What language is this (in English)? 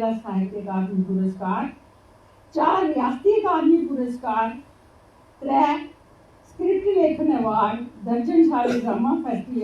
Dogri